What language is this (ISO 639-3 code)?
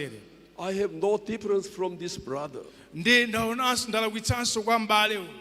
nya